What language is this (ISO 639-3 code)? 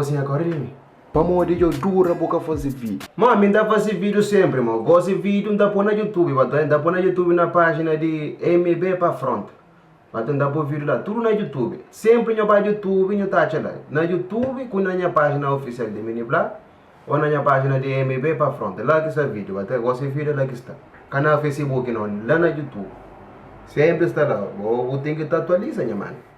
kea